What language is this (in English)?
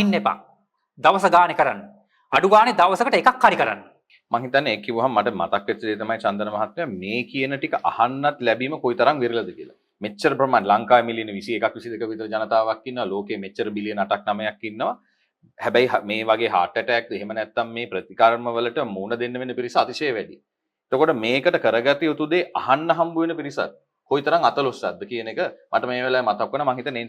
Sinhala